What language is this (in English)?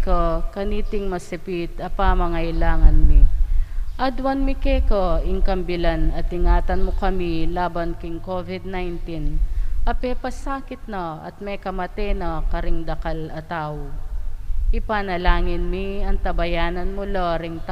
Pampanga